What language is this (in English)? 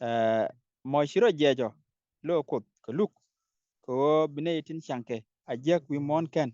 Nuer